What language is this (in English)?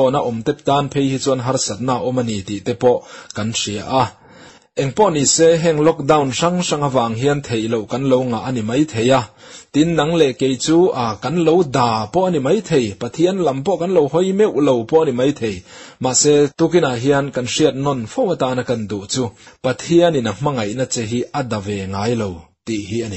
Mizo